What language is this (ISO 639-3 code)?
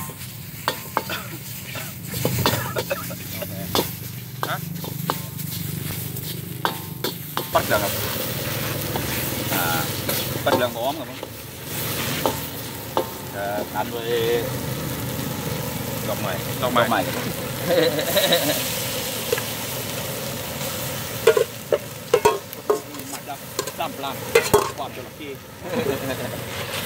tha